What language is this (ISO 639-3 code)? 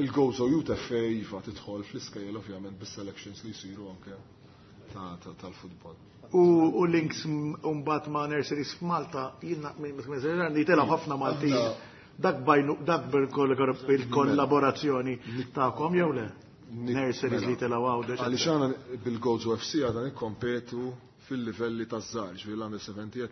mlt